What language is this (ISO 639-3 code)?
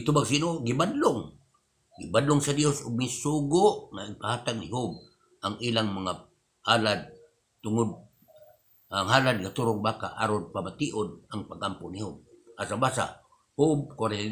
ceb